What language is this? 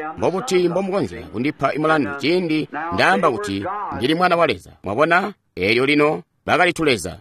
Tonga (Zambia)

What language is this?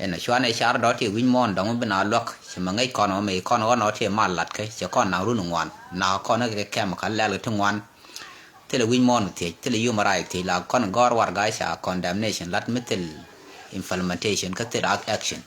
Nuer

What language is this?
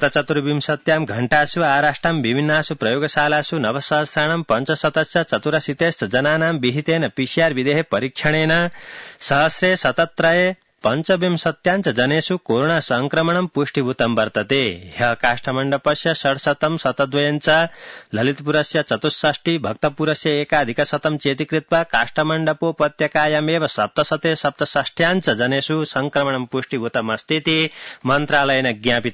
Sanskrit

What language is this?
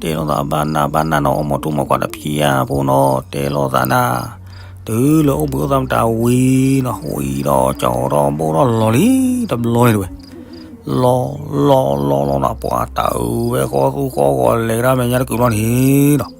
S'gaw Karen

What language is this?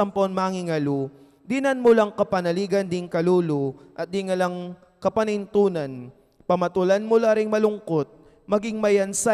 Pampanga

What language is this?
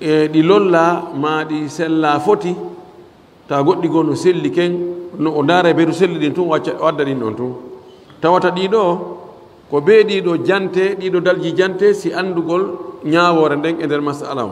Fula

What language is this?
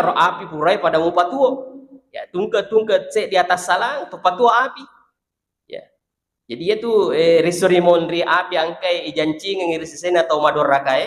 Buginese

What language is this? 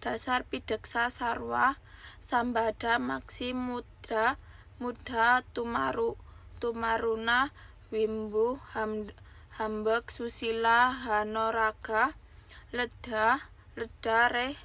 Javanese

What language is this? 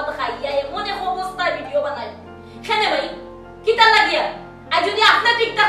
Sylheti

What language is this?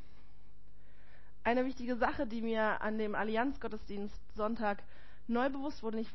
German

